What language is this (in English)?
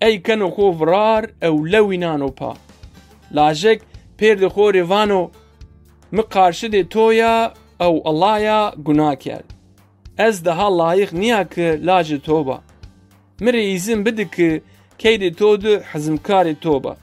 Zaza